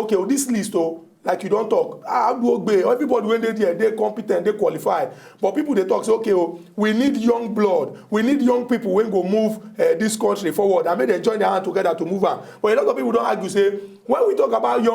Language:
Nigerian Pidgin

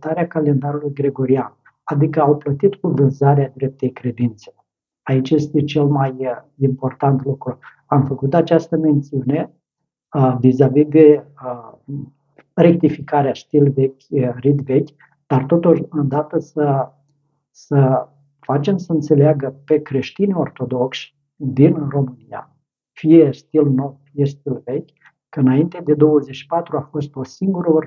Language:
Romanian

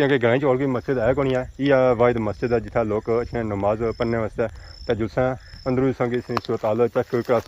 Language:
Pahari-Potwari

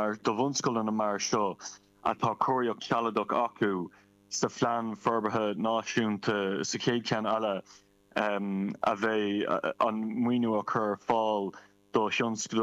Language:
Irish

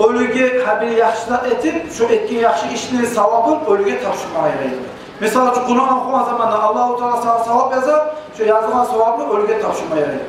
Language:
Kumyk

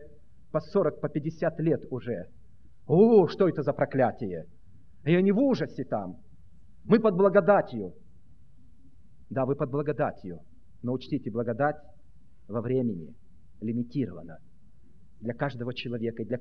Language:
Russian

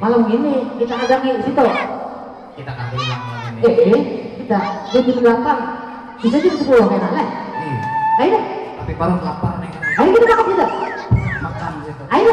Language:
Banjar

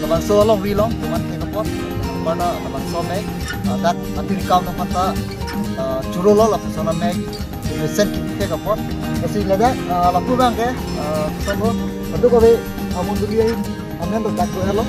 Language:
Karbi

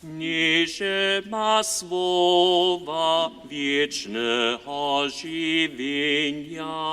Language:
Upper Sorbian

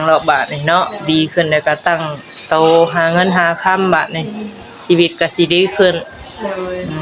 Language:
Northeastern Thai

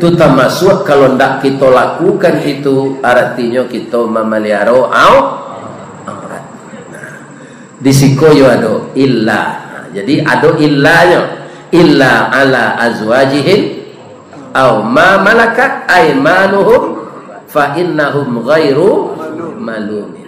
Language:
Minangkabau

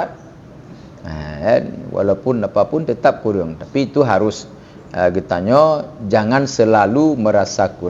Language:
Achinese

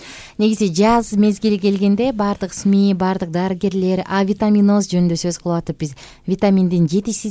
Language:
Kyrgyz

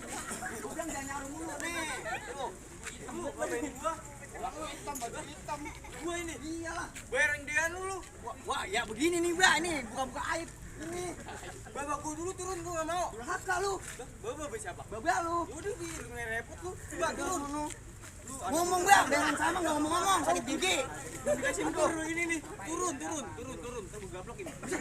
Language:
Betawi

